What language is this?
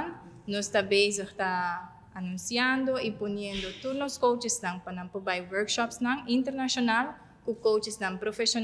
Papiamento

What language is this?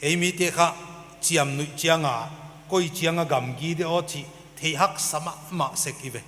Paite Chin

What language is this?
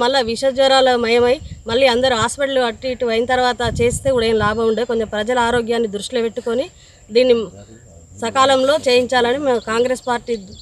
Telugu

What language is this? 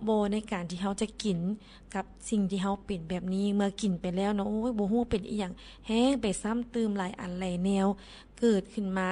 Lao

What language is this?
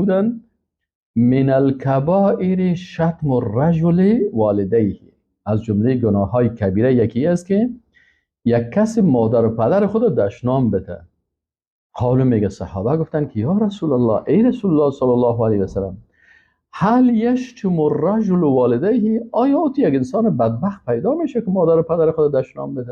Persian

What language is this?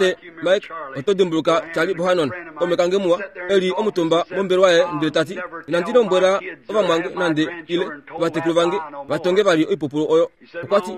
Kuanyama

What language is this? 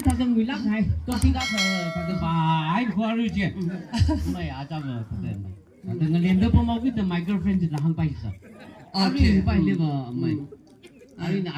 Tangkhul Naga (India)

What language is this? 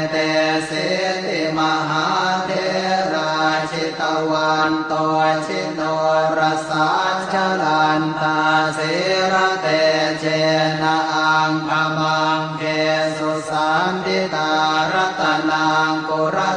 Pali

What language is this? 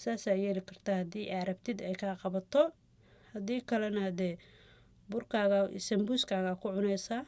Somali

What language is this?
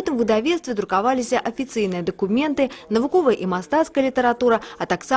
Belarusian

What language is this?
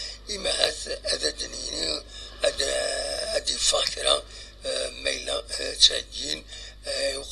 Kabyle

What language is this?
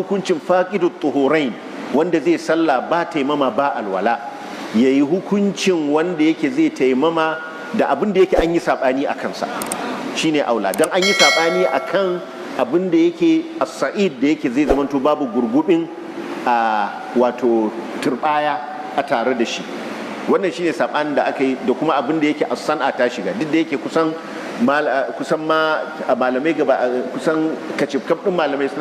Hausa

